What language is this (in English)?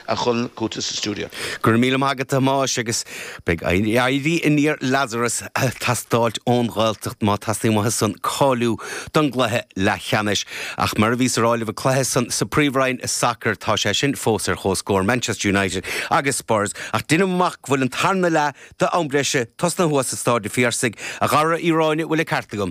Irish